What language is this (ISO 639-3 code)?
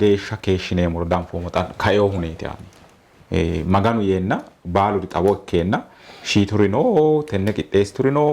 sid